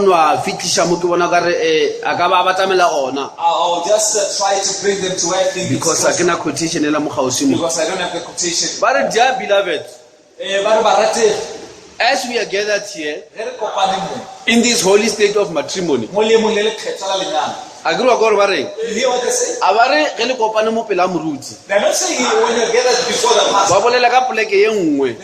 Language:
Northern Sotho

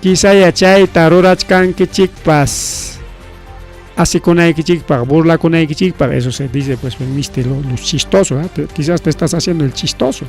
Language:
Ayacucho Quechua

